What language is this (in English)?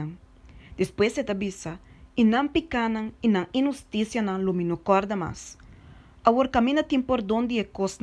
Papiamento